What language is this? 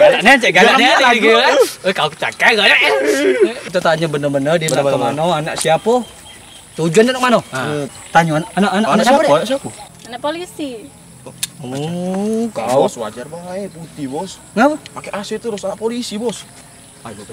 Musi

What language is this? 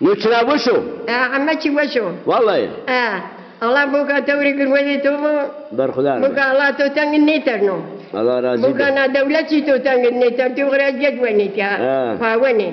Zaza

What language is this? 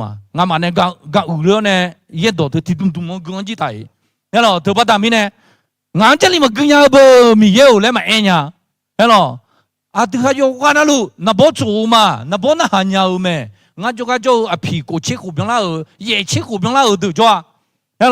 Akha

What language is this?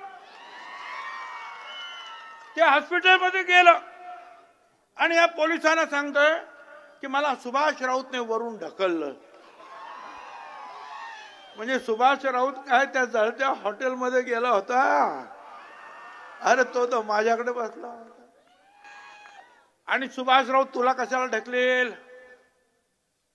Marathi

